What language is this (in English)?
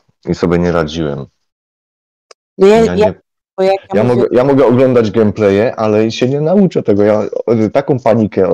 Polish